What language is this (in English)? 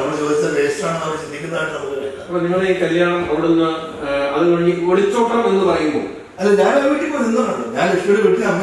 Malayalam